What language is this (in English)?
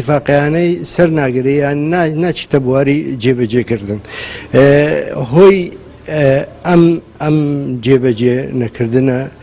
Central Kurdish